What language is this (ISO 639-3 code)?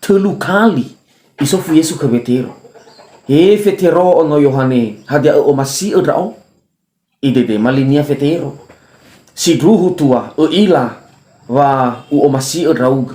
nia